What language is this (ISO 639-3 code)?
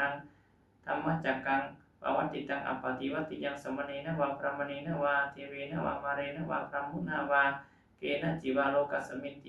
pli